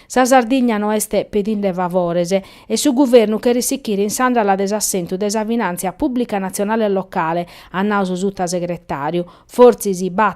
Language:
Sardinian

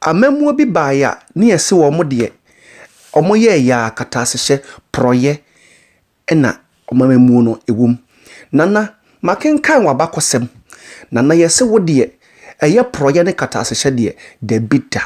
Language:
Akan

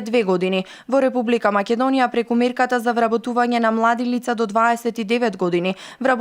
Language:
Macedonian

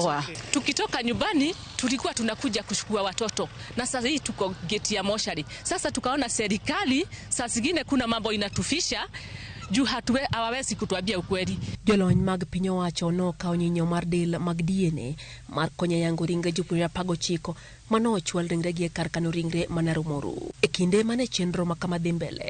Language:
Luo (Kenya and Tanzania)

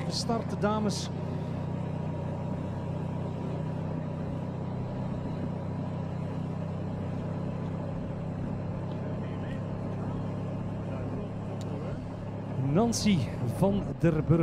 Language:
Dutch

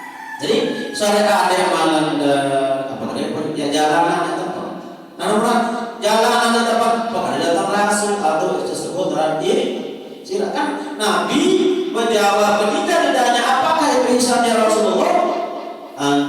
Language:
Sasak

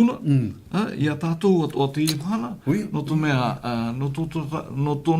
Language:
Tahitian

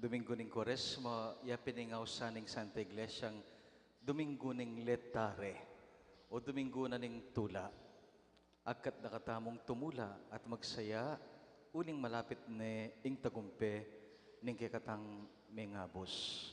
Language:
Pampanga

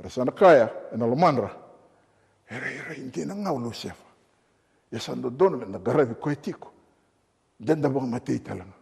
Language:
Fijian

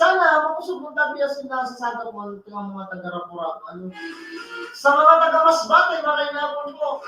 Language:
Bikol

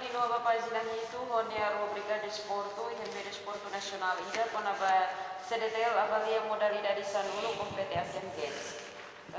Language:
Tetum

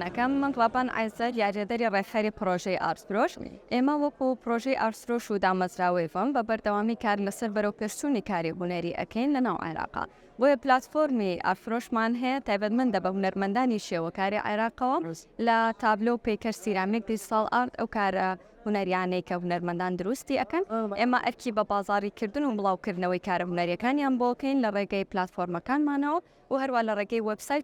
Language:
Central Kurdish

